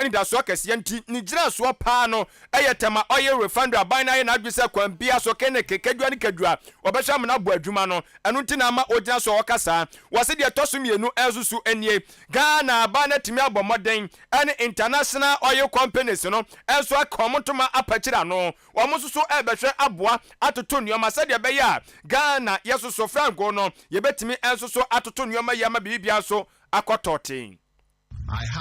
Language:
Akan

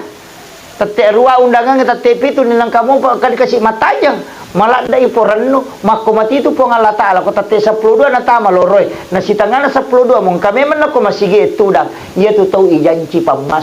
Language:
Buginese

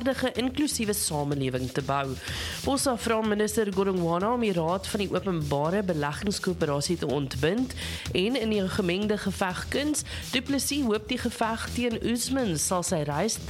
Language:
Afrikaans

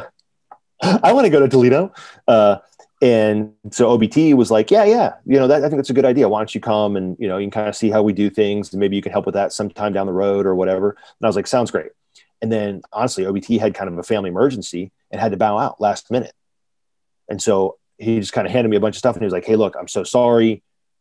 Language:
English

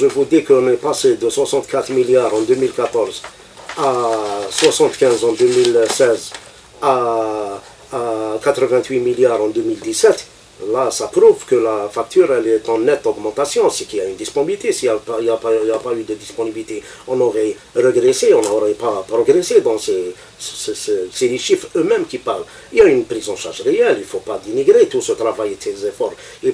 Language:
French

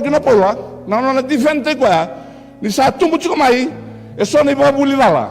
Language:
Fijian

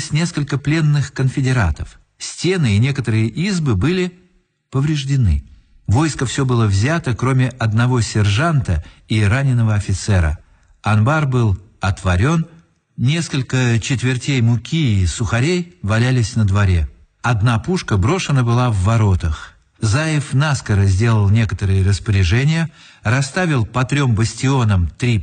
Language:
Russian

